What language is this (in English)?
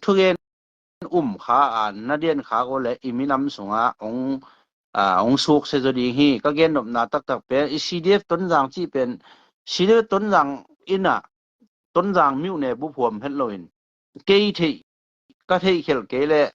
Tedim Chin